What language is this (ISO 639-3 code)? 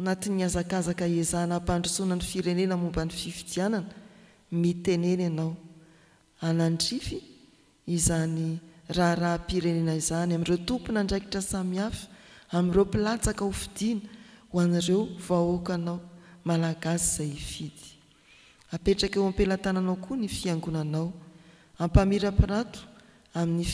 mlg